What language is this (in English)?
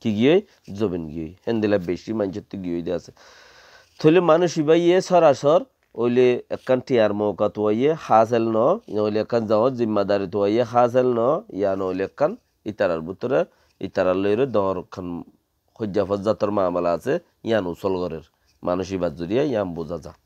Rohingya